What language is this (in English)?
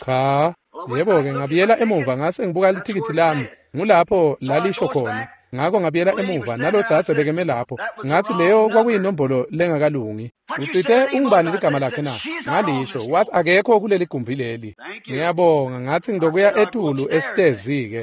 Swati